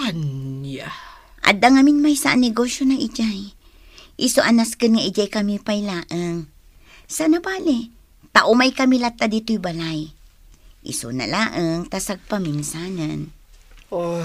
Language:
Iloko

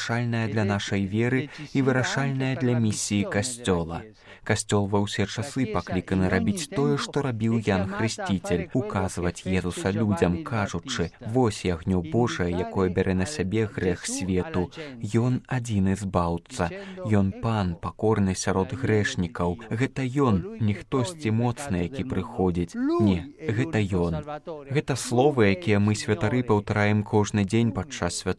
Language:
Belarusian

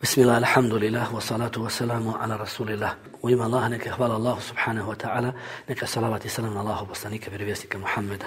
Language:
Bosnian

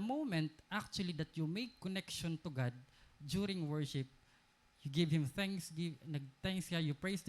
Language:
Waray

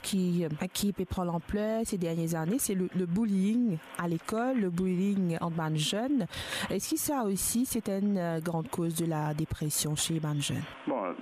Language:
Morisyen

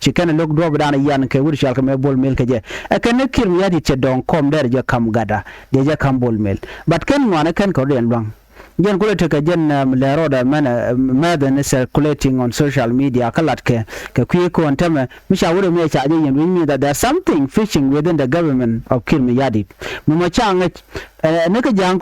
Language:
Nuer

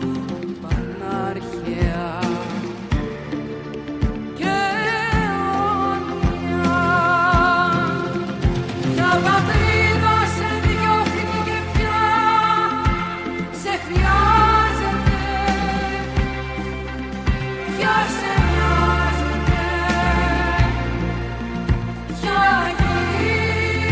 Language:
Greek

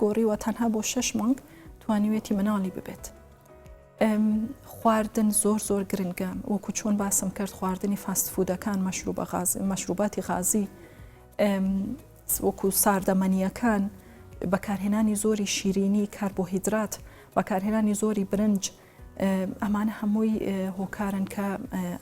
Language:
Central Kurdish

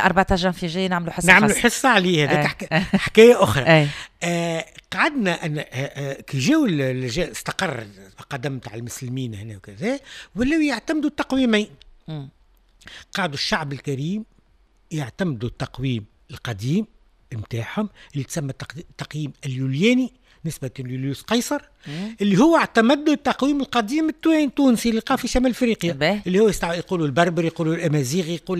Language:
Tunisian Arabic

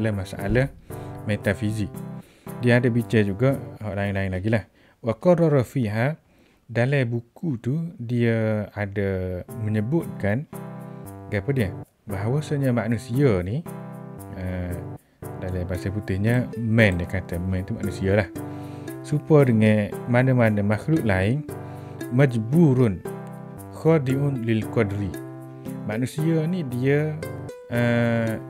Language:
Malay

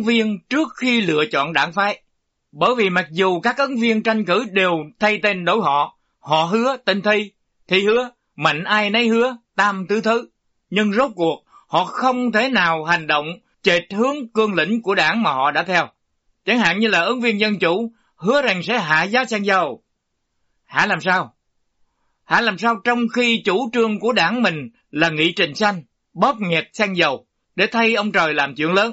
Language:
Vietnamese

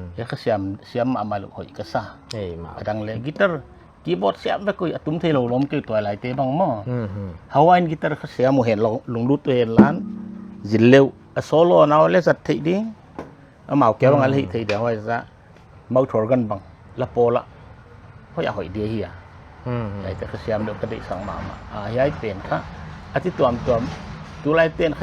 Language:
Paite Chin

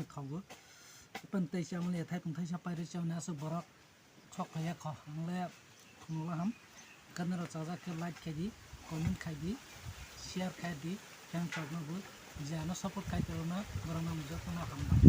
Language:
Kok Borok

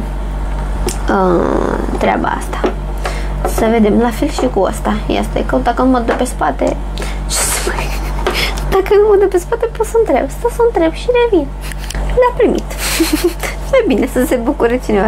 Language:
Romanian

